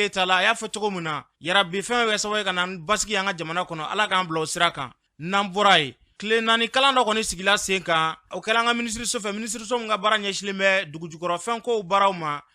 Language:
Bambara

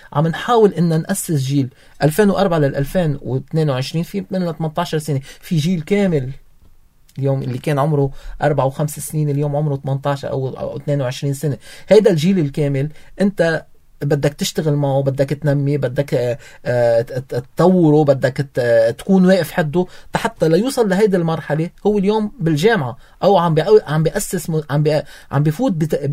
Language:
North Levantine Arabic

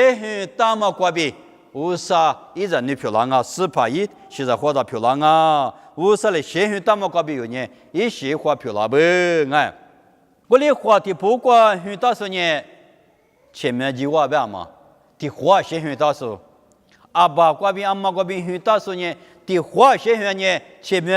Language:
Lisu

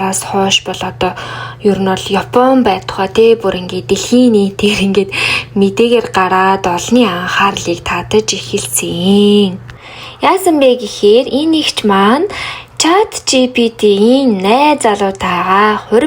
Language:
Mongolian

